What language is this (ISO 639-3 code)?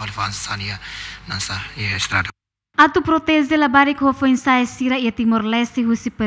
tet